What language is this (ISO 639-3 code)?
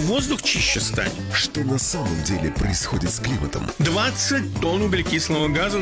rus